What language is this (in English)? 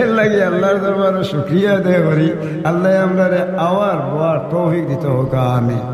Sylheti